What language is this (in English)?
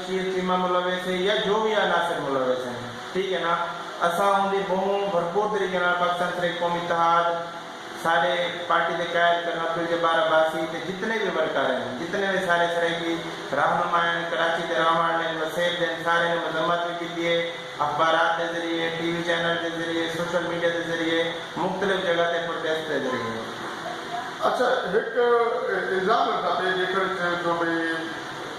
Saraiki